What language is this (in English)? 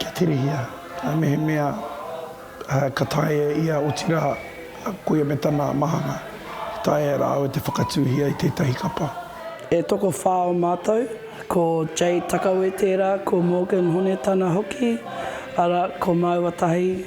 Māori